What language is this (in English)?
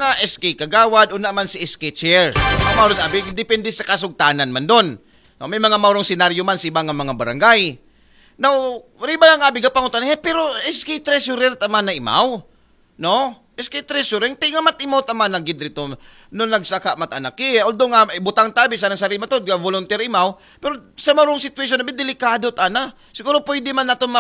Aklanon